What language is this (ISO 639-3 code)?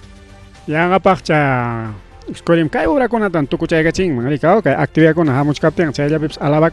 quy